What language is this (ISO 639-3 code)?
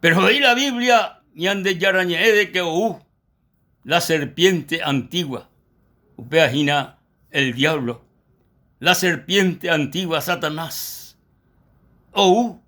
grn